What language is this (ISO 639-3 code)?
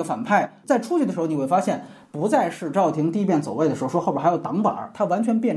zho